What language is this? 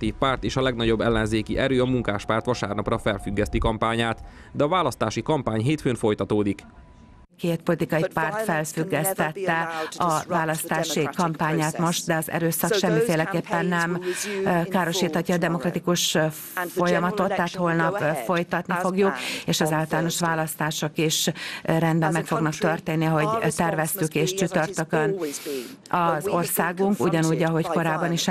Hungarian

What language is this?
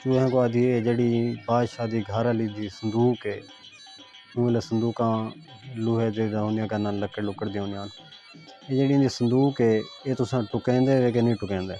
Saraiki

